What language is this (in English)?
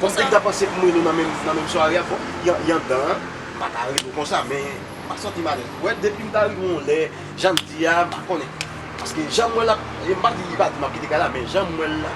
Haitian Creole